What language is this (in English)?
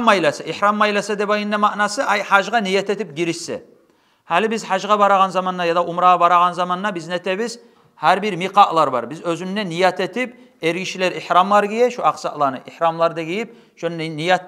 Kumyk